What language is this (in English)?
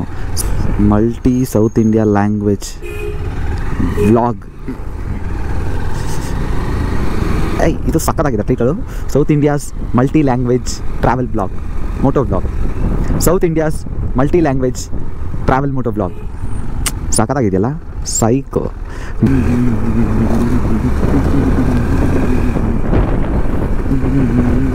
Kannada